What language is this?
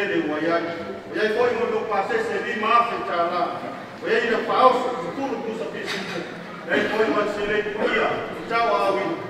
Samoan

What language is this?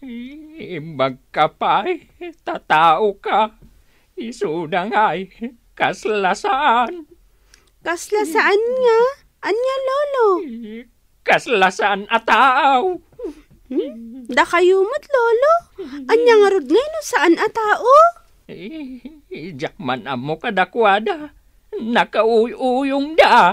Iloko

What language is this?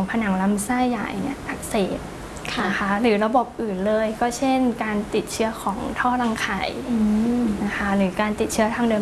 Thai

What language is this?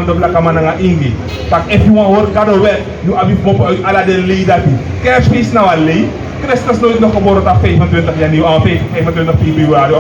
Sranan Tongo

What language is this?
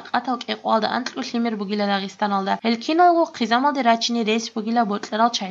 Avaric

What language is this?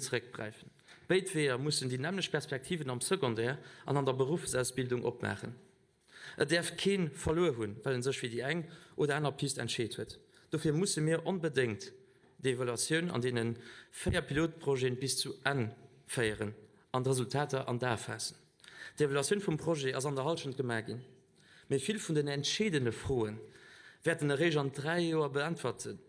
Luxembourgish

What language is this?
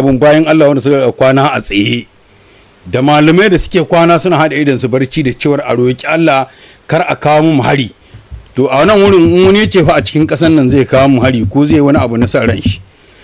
Hausa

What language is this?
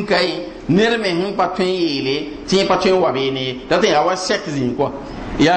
Mossi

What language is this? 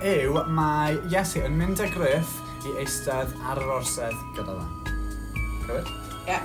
Welsh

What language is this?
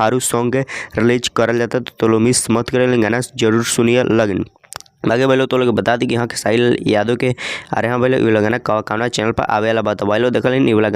Bhojpuri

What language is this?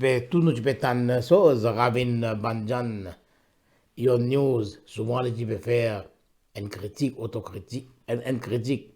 Morisyen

